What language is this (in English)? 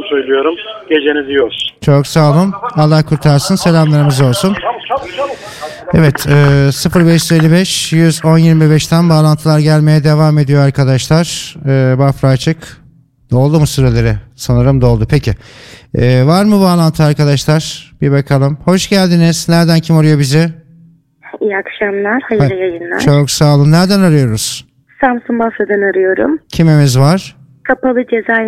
Turkish